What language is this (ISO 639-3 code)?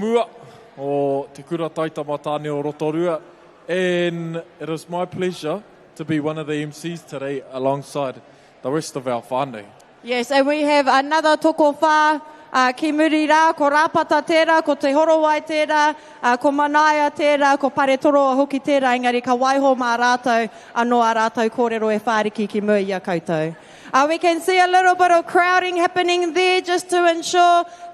mri